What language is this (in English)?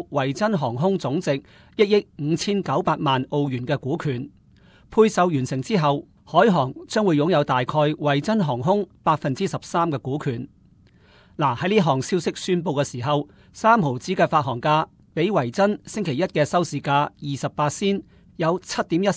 Cantonese